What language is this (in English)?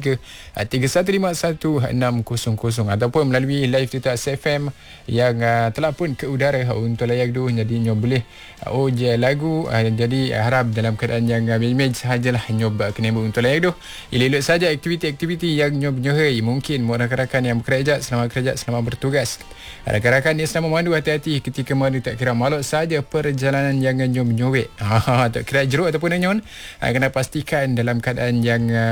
Malay